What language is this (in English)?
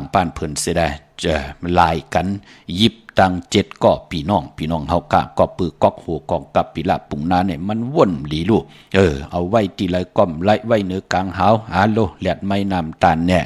Shan